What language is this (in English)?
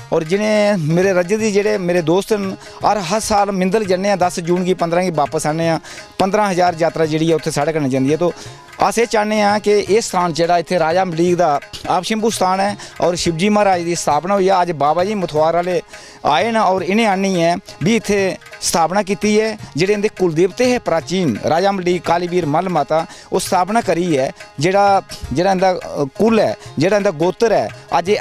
Dogri